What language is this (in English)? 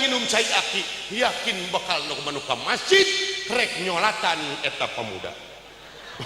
Sundanese